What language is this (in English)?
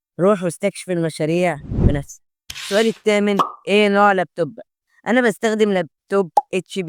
Egyptian Arabic